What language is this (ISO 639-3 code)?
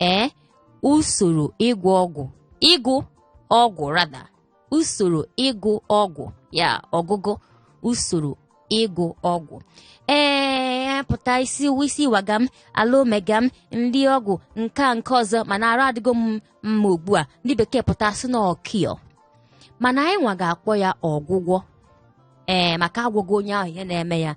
ibo